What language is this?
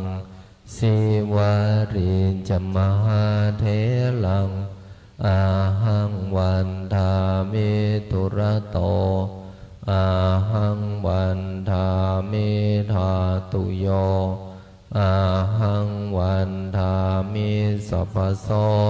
Pali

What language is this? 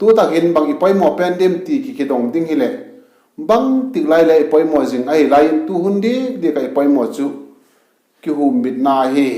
Vaiphei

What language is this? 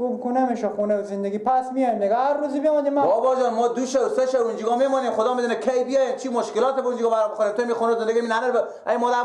Persian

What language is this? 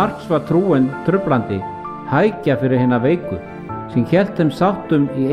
Icelandic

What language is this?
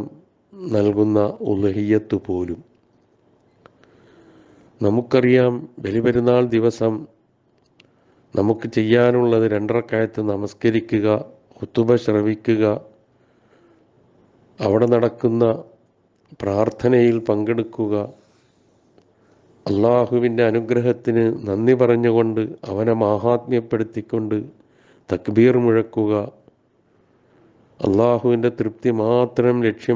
Malayalam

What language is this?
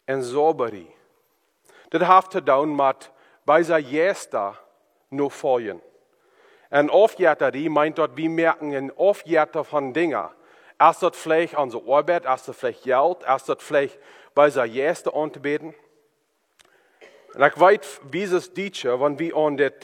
German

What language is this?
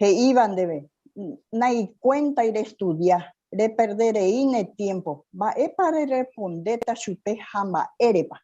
Guarani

